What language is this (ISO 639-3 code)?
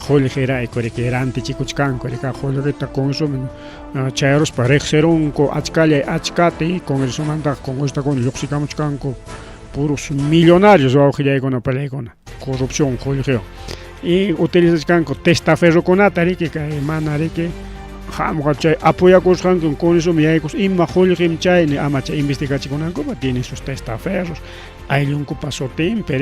quy